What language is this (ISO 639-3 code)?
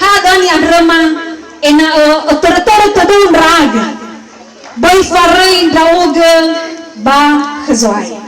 nia